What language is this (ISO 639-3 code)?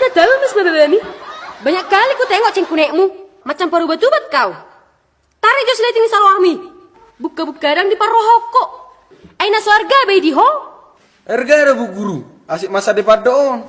bbc